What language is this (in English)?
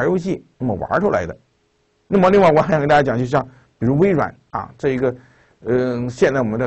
Chinese